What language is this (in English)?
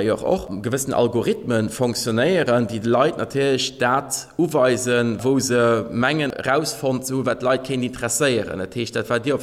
Luxembourgish